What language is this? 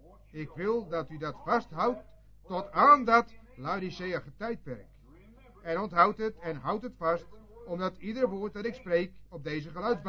Dutch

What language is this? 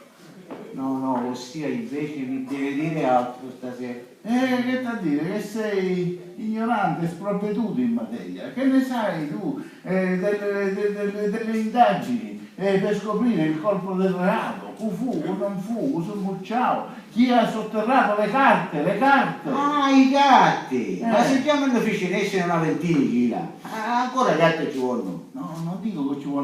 Sicilian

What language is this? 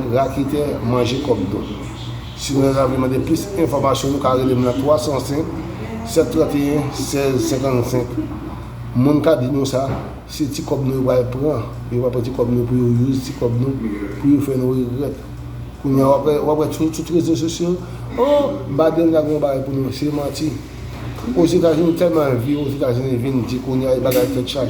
Haitian Creole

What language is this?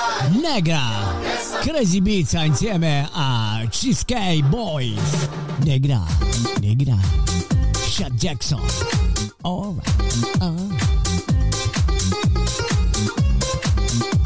Italian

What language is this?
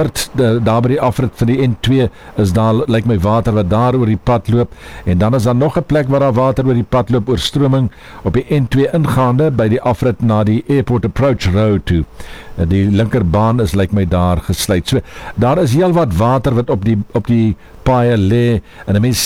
Afrikaans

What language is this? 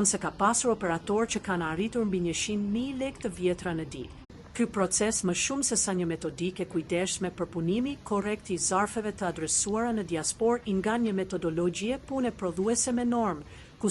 Albanian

